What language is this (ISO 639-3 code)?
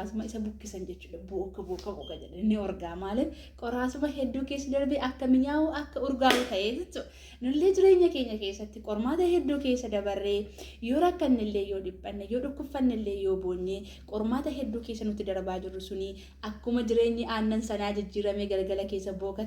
orm